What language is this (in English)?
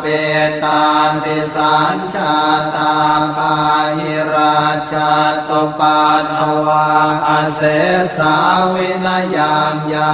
Pali